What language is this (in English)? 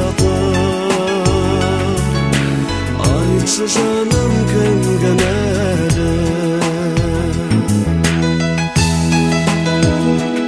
Kazakh